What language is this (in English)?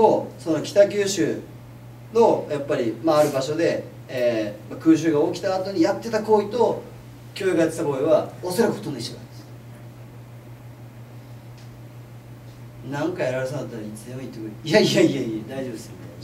Japanese